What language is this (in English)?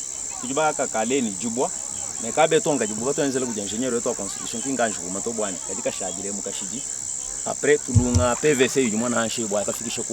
Luba-Lulua